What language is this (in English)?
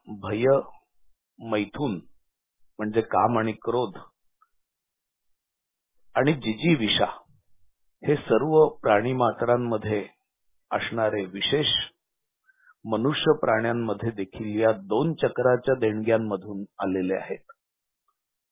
Marathi